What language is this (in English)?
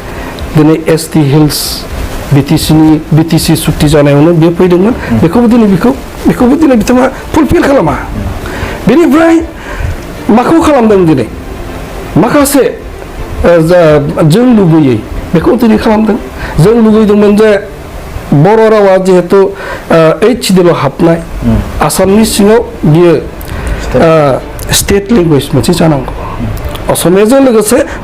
Bodo